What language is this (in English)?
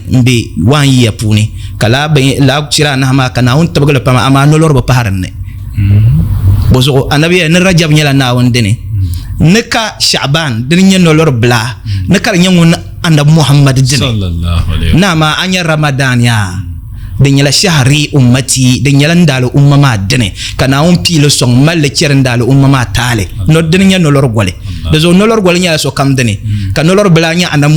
Dagbani